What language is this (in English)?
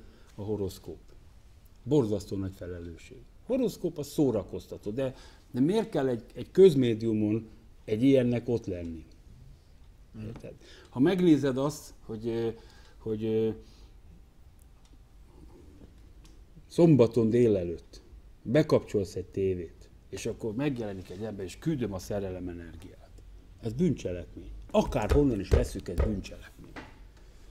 Hungarian